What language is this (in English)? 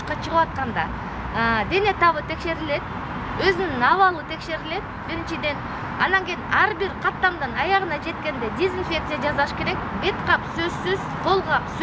Kyrgyz